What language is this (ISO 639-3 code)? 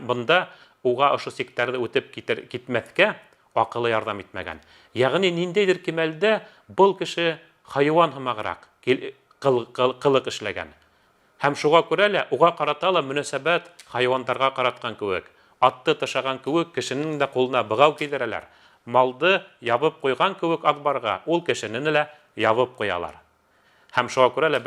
bak